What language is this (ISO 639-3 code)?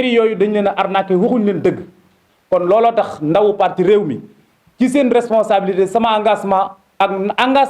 wol